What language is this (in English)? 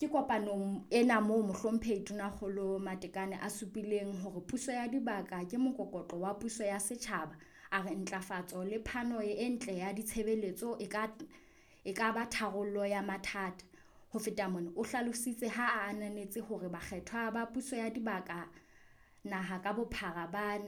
Southern Sotho